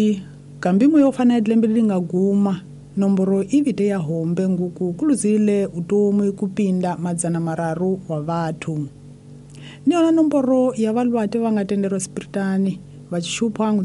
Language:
Tsonga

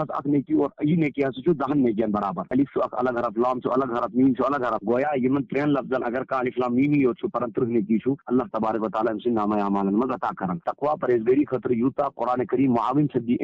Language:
Kashmiri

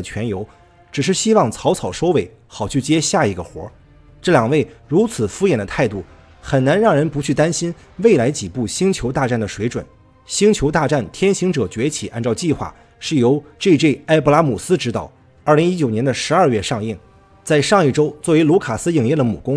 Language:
Chinese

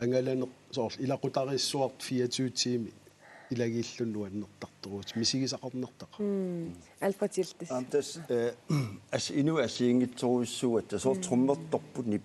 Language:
Kalaallisut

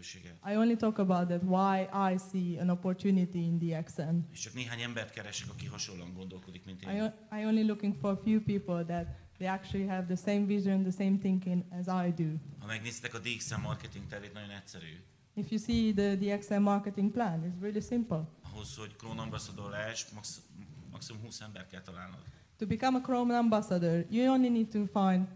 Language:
Hungarian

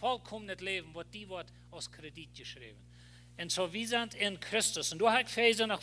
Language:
Plautdietsch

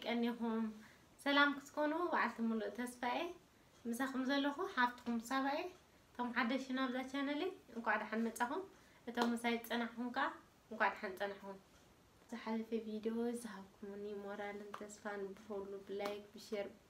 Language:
Tigrinya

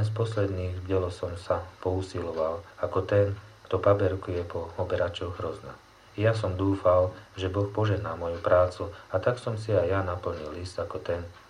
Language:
Slovak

